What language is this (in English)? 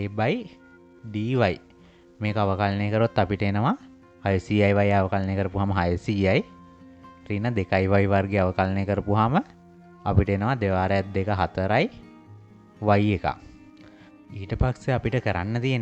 Sinhala